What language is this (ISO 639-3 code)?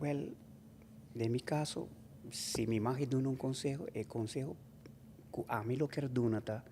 pap